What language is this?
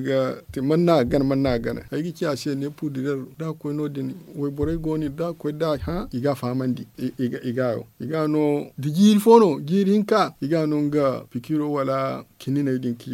Zarma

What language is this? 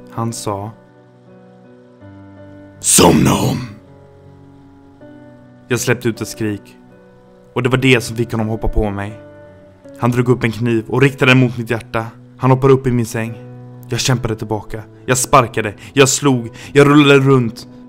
Swedish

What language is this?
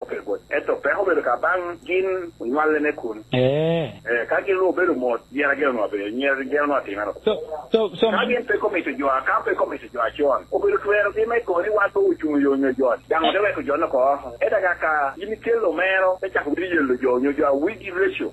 Lango (Uganda)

